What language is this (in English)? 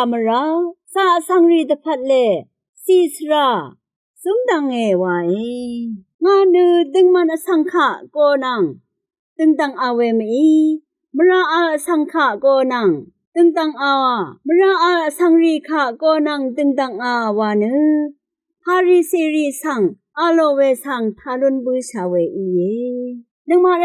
Rawang